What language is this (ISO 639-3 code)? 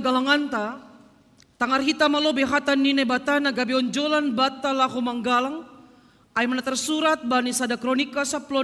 bts